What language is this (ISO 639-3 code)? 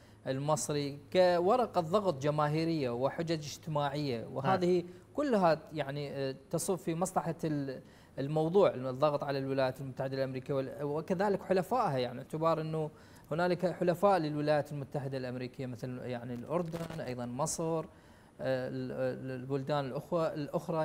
ara